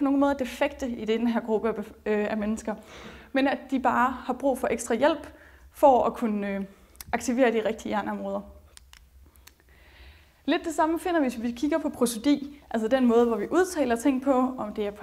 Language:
Danish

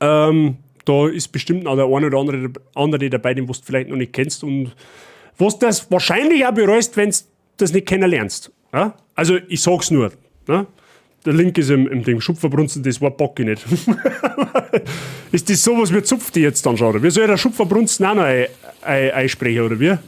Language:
Bavarian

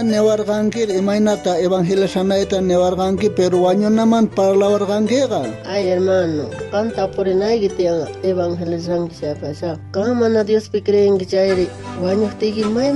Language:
South Bolivian Quechua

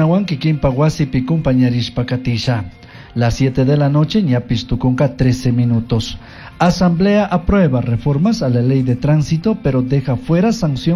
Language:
Chimborazo Highland Quichua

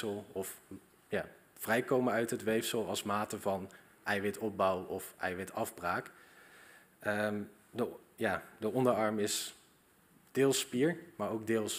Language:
Dutch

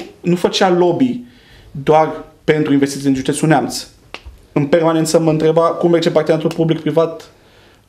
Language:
Romanian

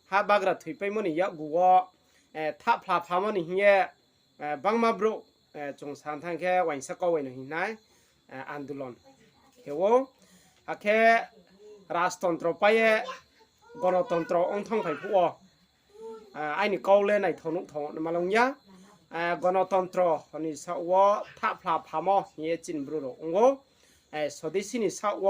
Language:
Riang (India)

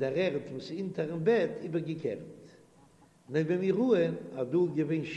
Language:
Yiddish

